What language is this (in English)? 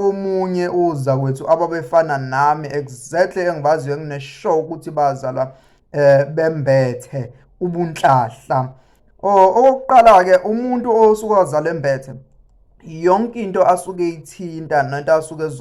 Zulu